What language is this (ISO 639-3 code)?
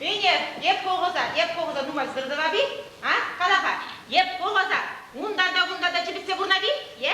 chv